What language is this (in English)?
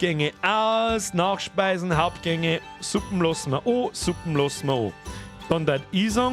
Bavarian